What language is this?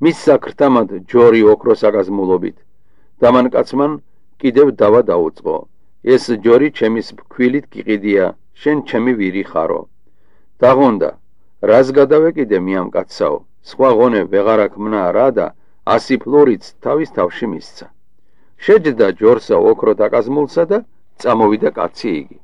Georgian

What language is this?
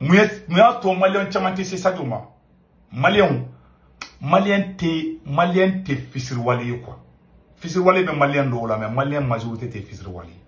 Bambara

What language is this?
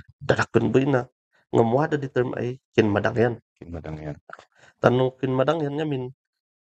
Kankanaey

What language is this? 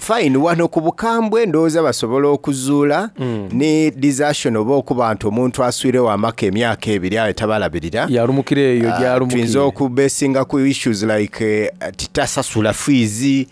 Soga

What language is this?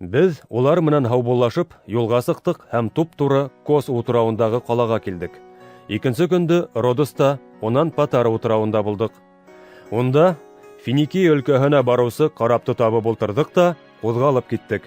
Bashkir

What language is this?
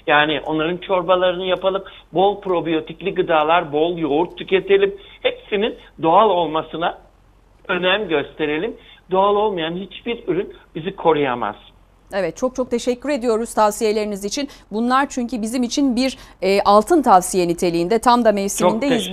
Turkish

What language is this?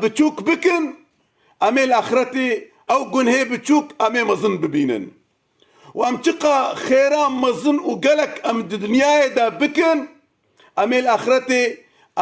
Kurdish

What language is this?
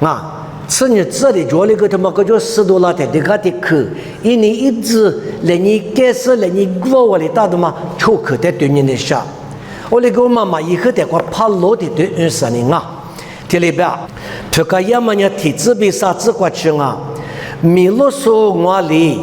Lisu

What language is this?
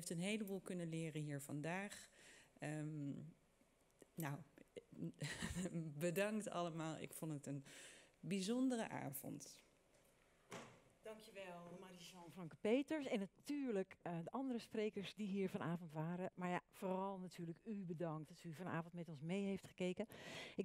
Dutch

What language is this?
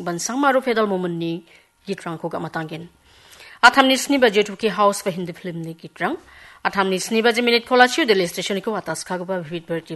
Garo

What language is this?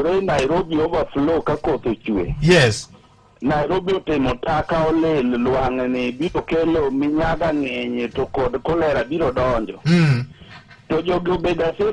Luo (Kenya and Tanzania)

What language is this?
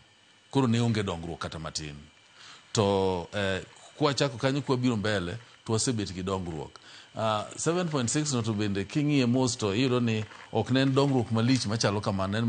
Luo (Kenya and Tanzania)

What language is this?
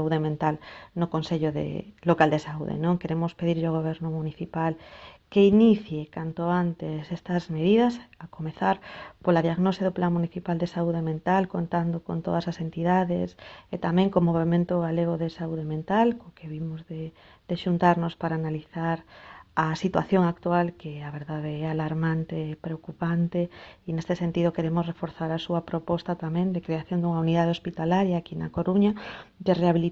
Galician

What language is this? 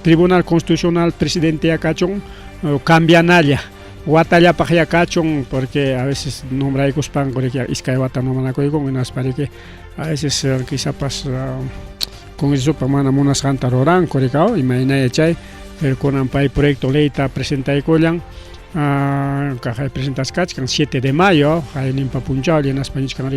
Ayacucho Quechua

